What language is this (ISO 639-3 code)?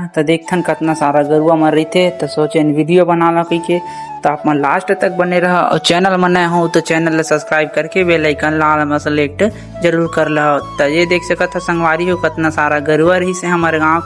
hne